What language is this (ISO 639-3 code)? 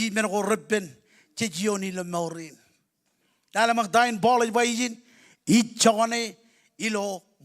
mah